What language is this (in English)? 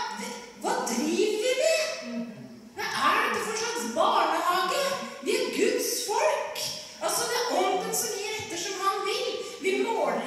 Norwegian